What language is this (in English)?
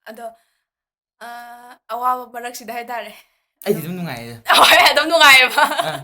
Manipuri